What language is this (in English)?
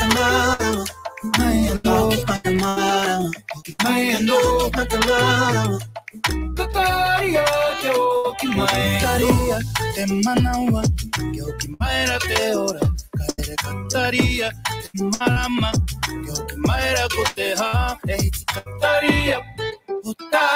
Māori